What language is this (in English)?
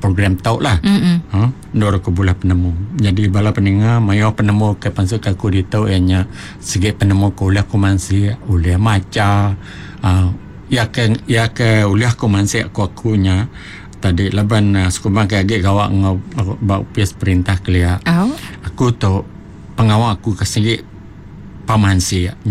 Iban